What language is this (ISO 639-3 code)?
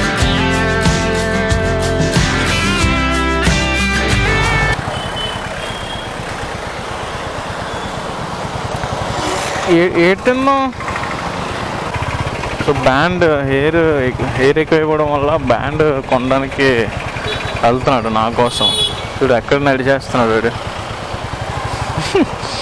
tel